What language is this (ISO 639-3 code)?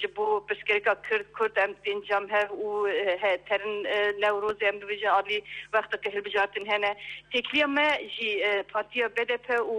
kur